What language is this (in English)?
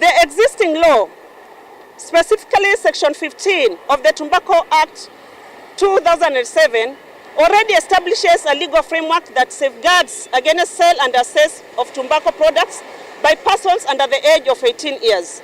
Kamba